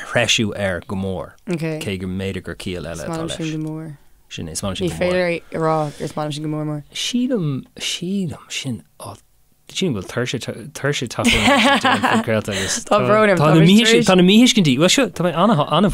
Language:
Irish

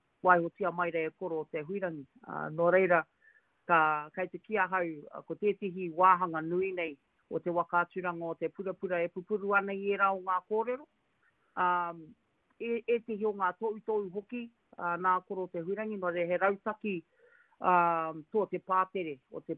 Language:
Māori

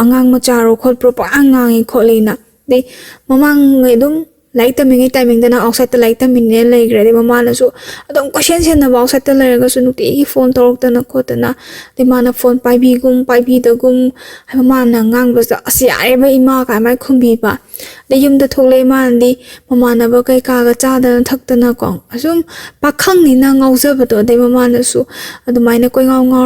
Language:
Manipuri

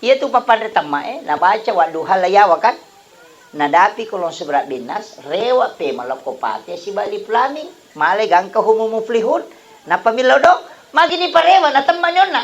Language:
Buginese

